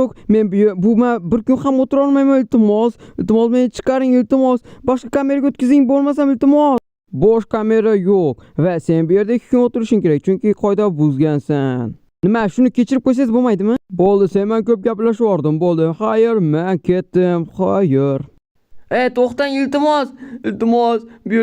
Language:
Uzbek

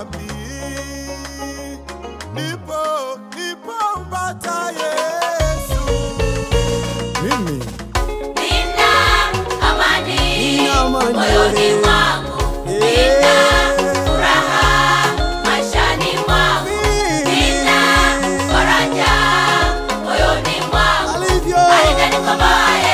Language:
Swahili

